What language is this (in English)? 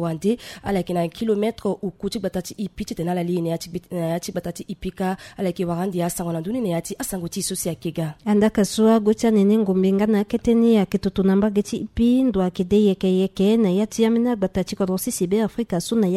Sango